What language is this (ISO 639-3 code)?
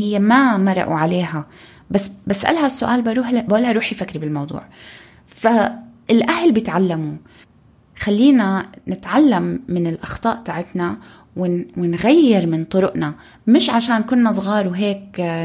apc